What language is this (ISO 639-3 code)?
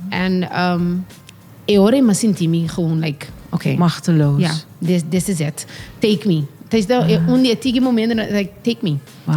pap